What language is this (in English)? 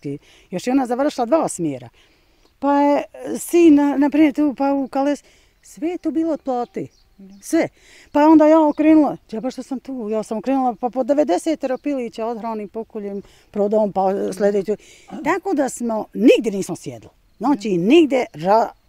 Bosnian